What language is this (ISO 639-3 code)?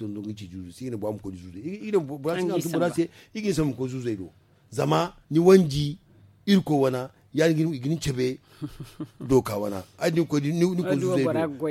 dje